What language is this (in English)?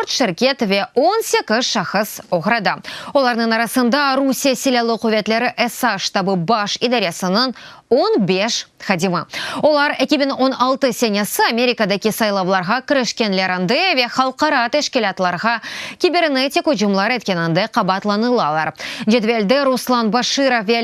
Crimean Tatar